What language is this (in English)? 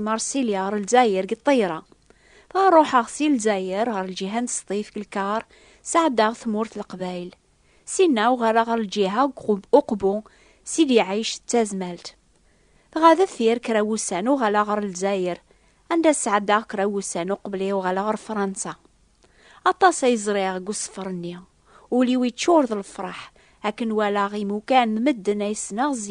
Kabyle